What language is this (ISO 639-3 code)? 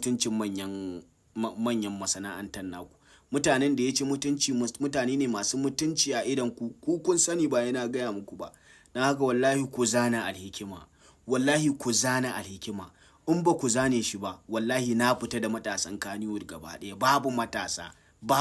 hau